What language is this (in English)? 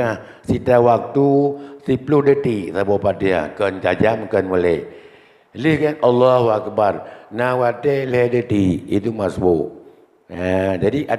Achinese